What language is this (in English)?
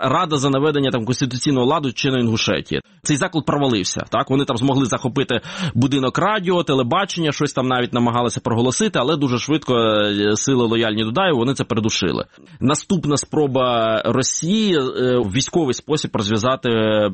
Ukrainian